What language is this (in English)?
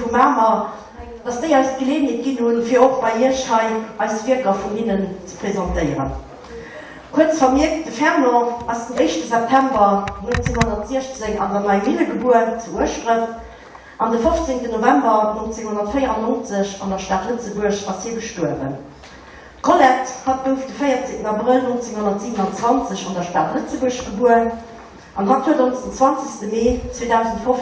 Luxembourgish